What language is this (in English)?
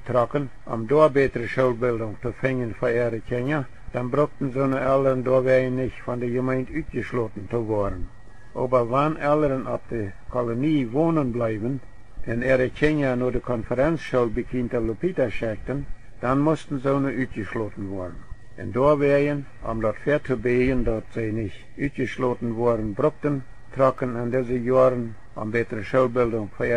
Plautdietsch